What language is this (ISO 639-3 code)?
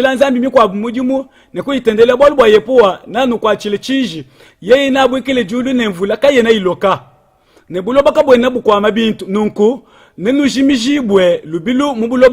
lua